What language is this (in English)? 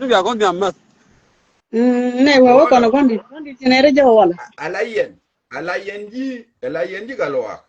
Nuer